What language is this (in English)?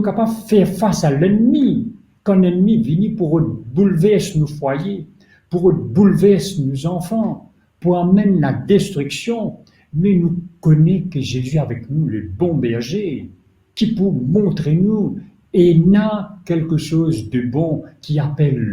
Morisyen